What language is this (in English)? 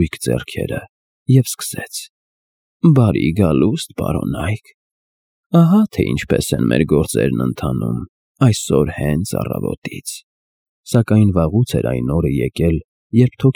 Armenian